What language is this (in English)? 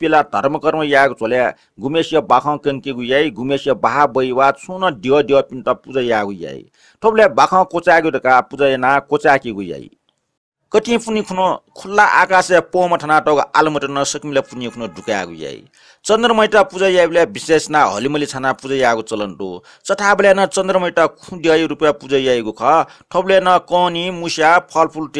Newari